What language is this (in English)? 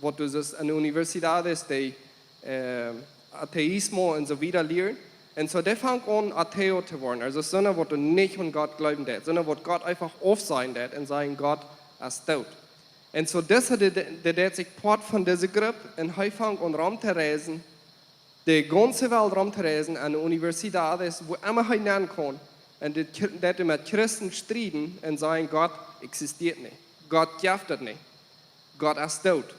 Plautdietsch